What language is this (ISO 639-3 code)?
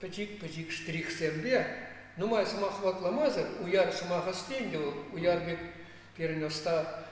chv